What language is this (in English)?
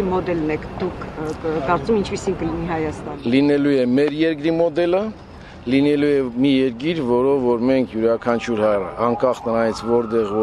Armenian